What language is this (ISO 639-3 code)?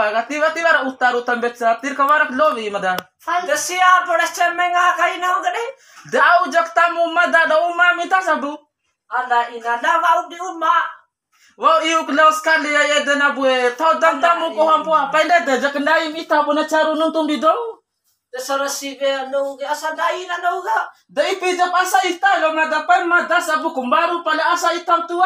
bhp